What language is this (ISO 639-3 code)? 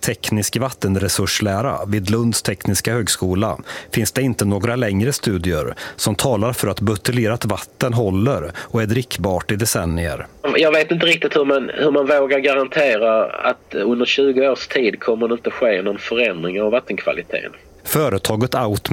swe